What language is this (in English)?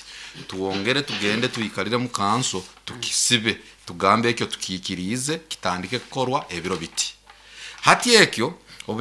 Nyoro